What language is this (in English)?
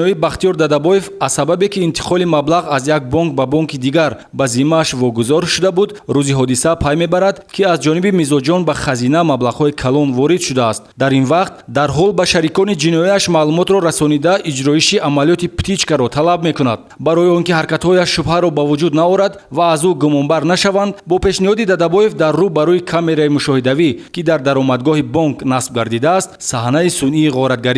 Tajik